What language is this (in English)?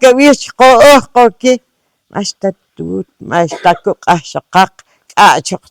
Poqomchi'